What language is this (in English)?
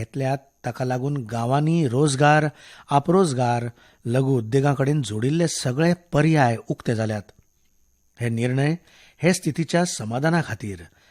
Konkani